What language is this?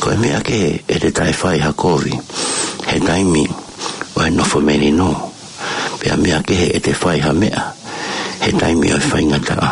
Tongan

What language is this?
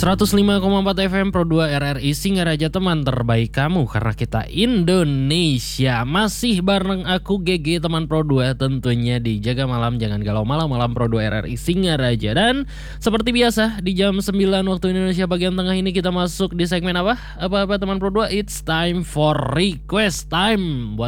Indonesian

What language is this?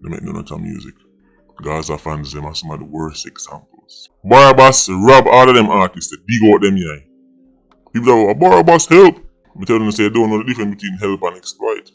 Jamaican Creole English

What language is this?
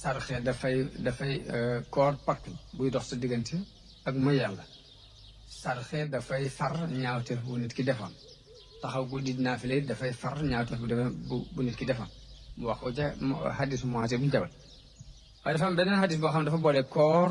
Wolof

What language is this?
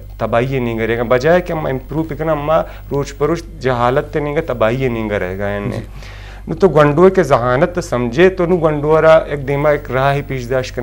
Eastern Balochi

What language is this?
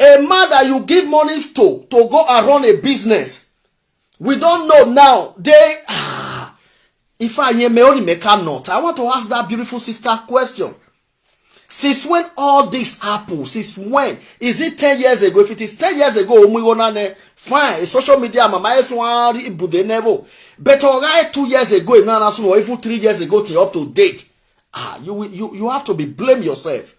Nigerian Pidgin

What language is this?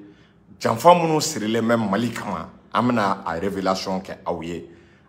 Bambara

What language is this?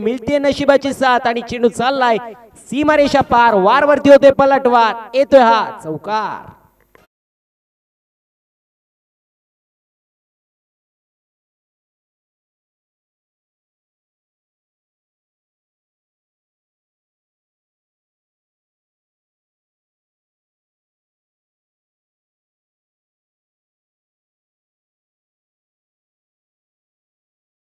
Marathi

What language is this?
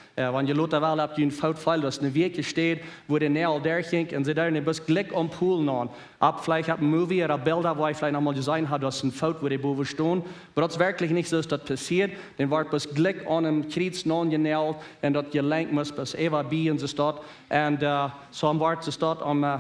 Plautdietsch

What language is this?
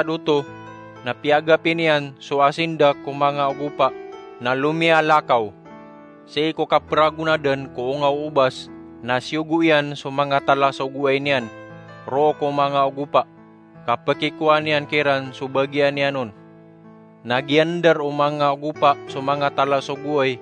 Maranao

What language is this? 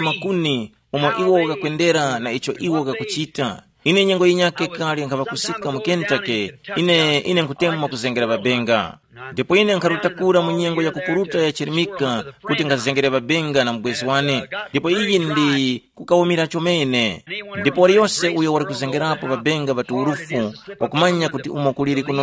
Tumbuka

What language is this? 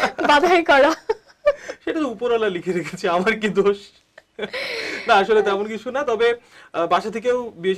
Bangla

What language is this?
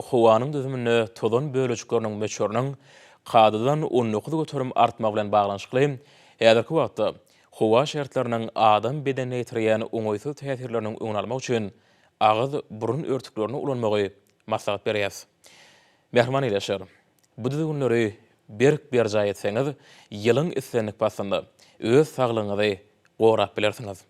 Turkmen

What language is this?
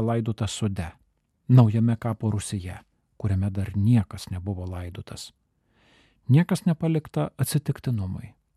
Lithuanian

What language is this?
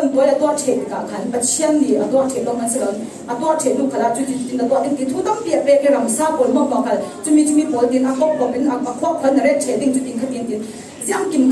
Falam Chin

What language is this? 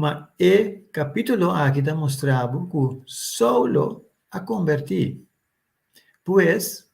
Papiamento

